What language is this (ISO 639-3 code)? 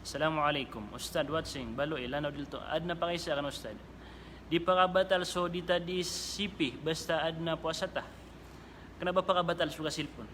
mrw